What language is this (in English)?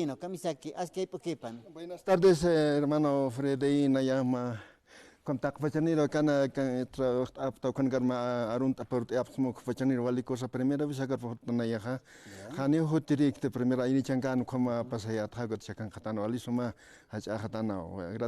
Aymara